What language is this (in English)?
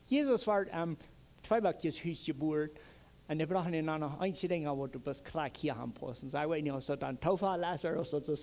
Plautdietsch